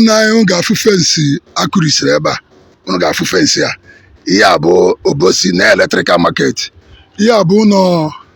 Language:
Igbo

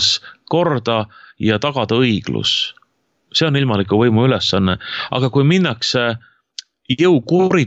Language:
Estonian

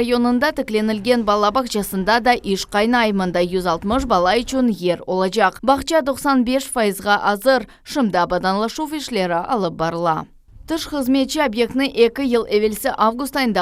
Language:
Crimean Tatar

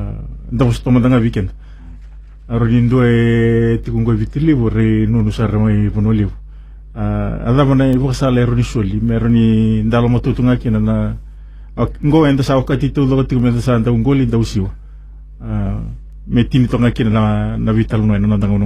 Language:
Fijian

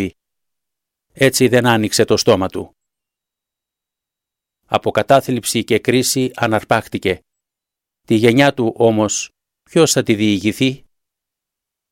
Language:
Greek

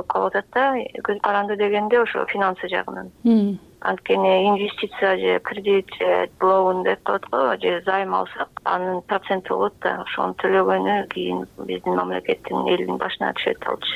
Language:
Kyrgyz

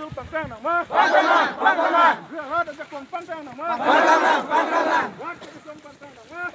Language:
Karbi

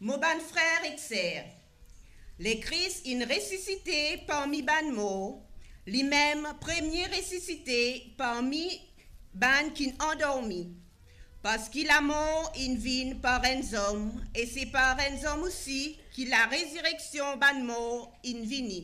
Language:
Morisyen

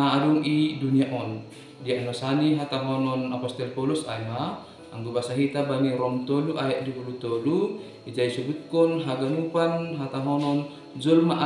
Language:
Batak Simalungun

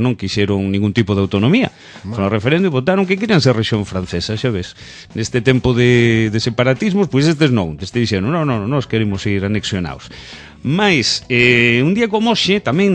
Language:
Galician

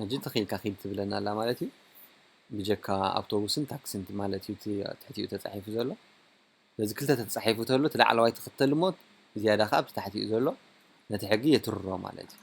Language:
Tigrinya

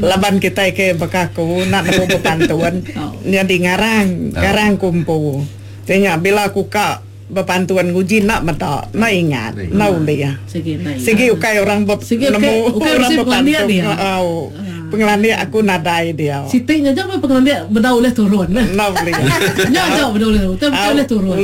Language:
Iban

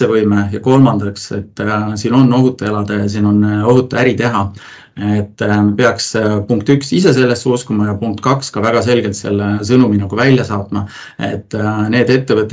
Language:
Estonian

